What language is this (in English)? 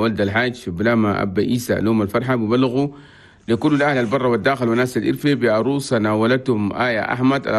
Chadian Arabic